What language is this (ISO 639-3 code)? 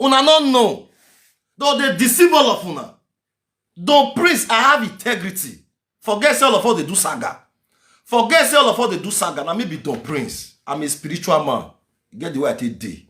pcm